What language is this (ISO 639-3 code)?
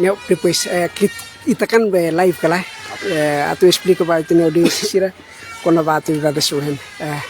tet